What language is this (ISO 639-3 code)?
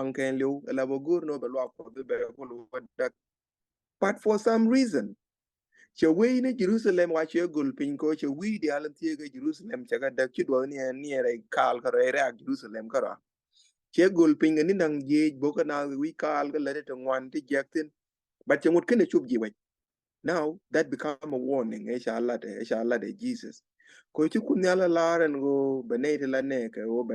nus